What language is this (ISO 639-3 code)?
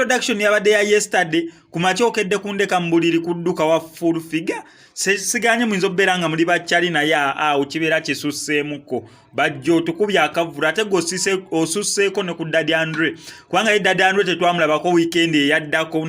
lug